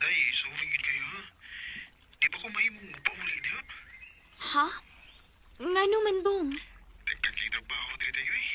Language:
Cebuano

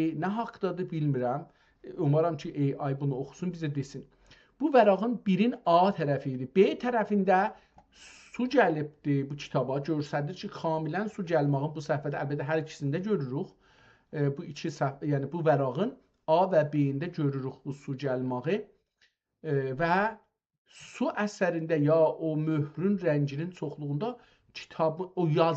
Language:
South Azerbaijani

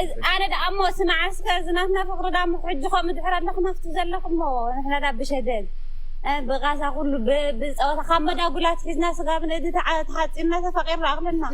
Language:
Tigrinya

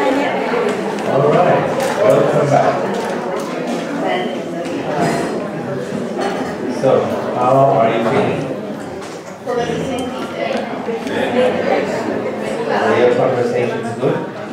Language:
Italian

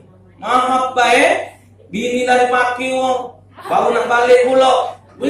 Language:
Musi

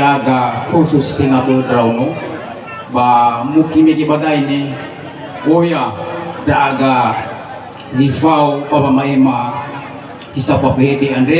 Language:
Nias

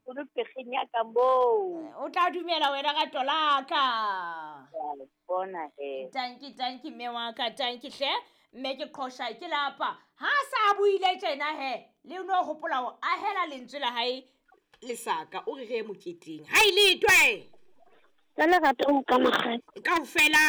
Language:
Southern Sotho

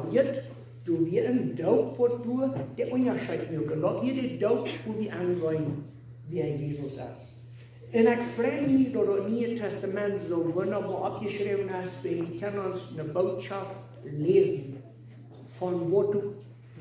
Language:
Plautdietsch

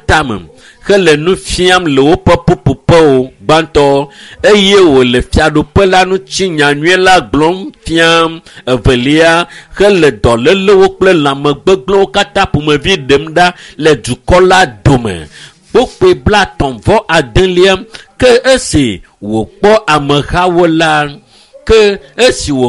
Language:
Ewe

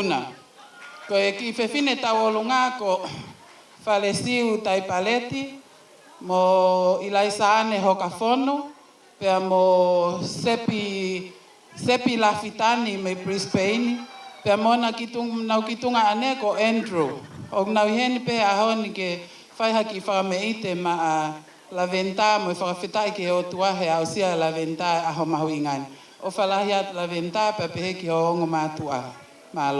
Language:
Tongan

